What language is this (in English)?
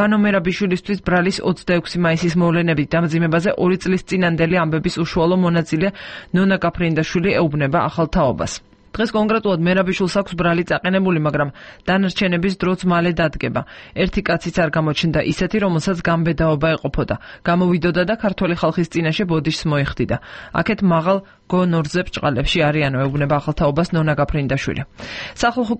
Georgian